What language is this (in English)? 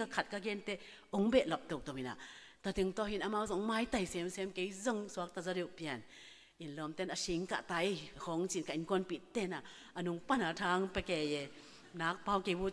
Tedim Chin